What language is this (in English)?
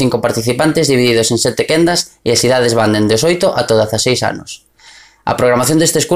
Galician